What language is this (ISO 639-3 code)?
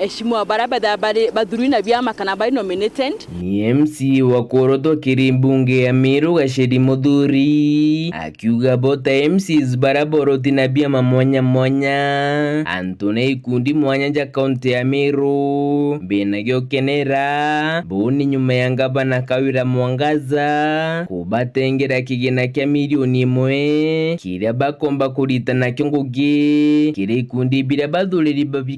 mer